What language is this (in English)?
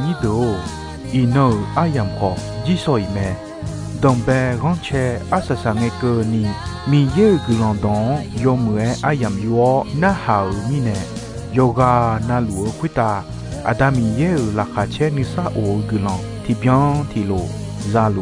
Akha